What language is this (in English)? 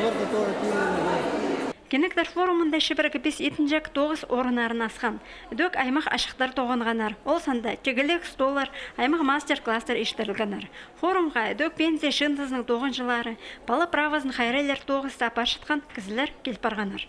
Khakas